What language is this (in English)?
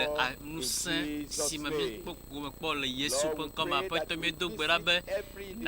Ewe